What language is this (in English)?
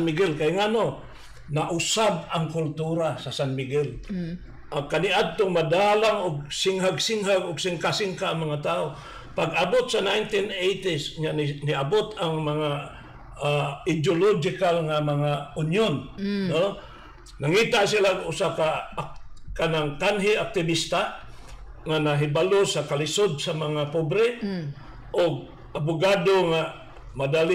Cebuano